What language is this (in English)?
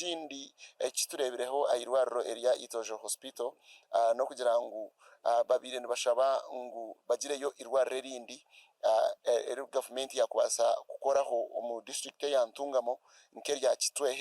Nyankole